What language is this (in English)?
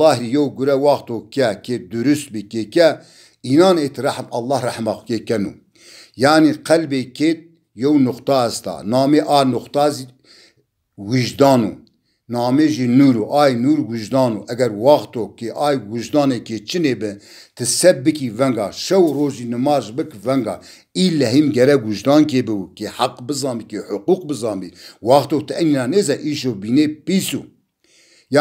Zaza